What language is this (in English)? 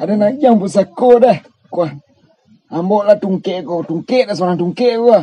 Minangkabau